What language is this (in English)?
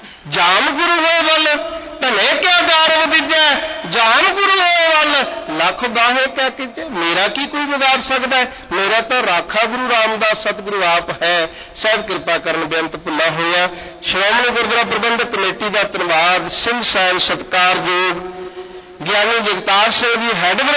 Punjabi